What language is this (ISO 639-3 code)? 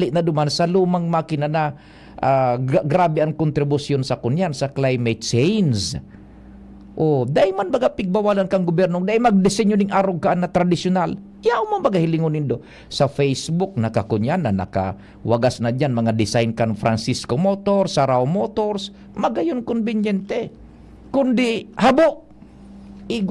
bik